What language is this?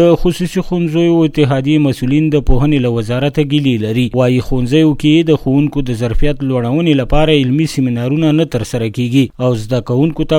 Pashto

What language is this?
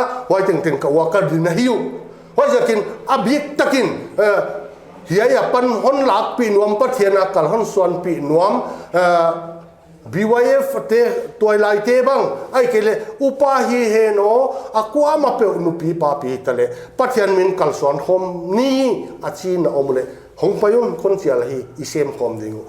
Paite Chin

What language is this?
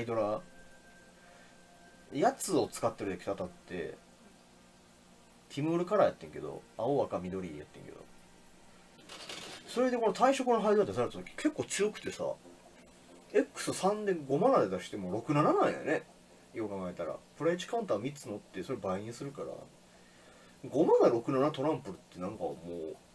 Japanese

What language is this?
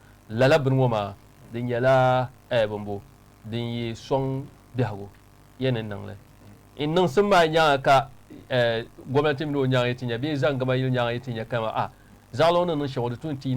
Dagbani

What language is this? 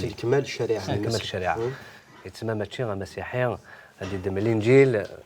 Kabyle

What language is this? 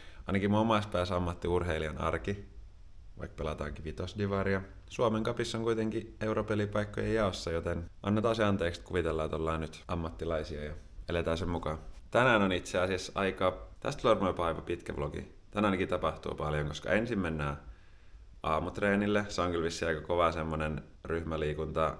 Finnish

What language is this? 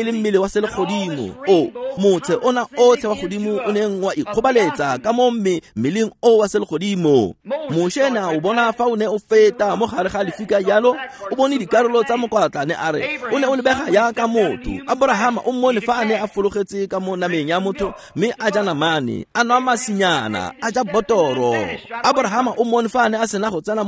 Tswana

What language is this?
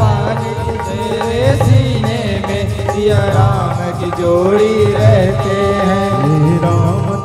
Chhattisgarhi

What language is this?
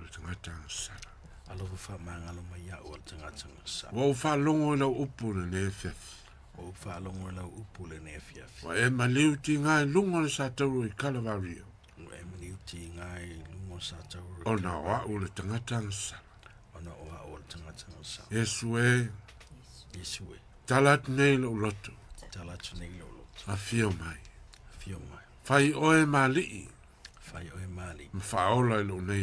Samoan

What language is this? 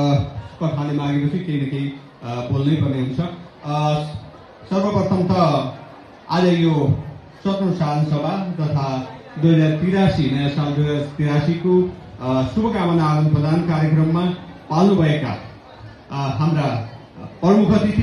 Nepali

